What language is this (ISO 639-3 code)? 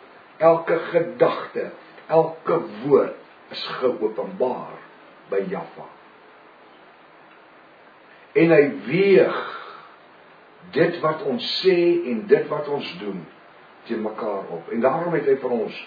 afr